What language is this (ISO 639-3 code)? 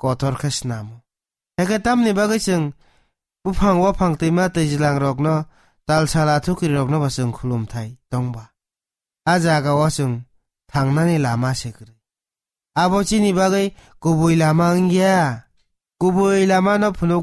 trp